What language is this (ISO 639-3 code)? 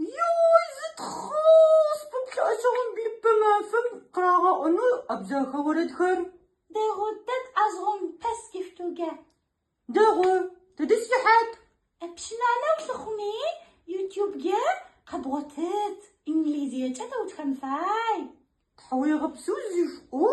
ady